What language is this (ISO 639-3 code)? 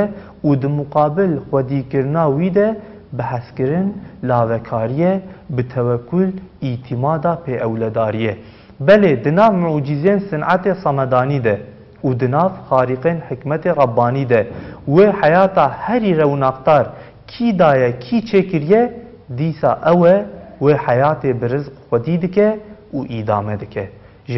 kur